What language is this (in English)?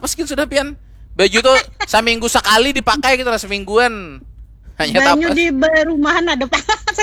Banjar